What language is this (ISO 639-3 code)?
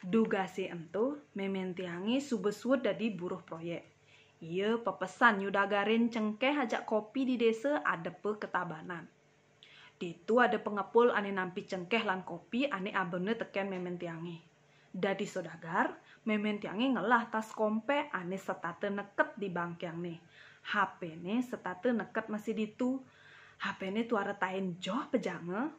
ban